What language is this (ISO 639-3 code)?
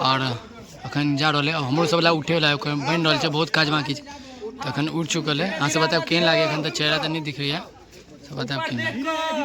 mai